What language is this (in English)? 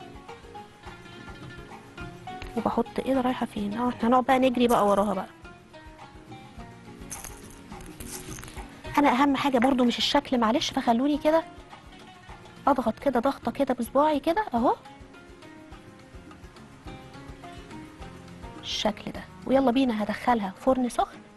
Egyptian Arabic